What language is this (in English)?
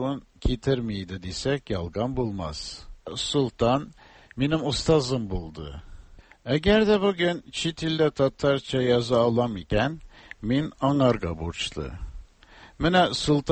Tatar